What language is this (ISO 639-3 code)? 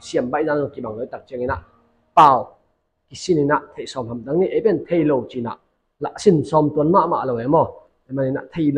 ctd